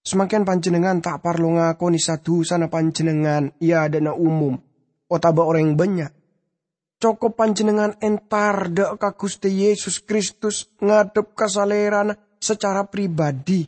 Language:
Madurese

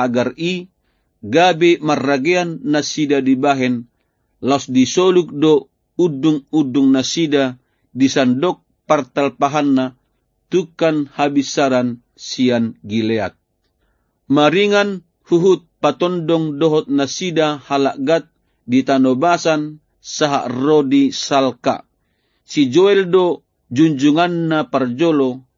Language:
Batak Toba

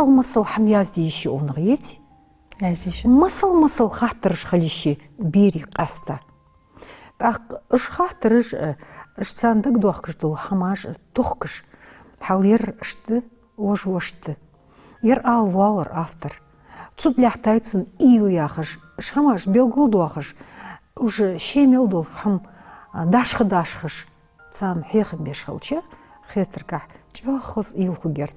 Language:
Ingush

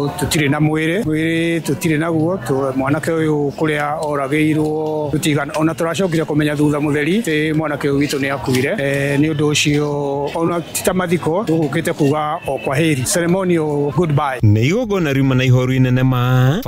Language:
Kikuyu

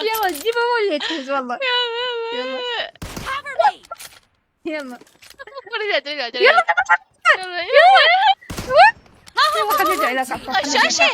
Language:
Mesopotamian Arabic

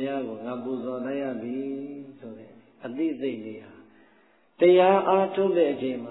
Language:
Burmese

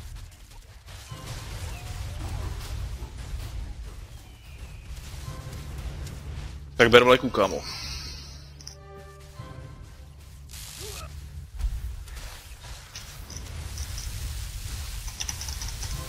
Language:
Czech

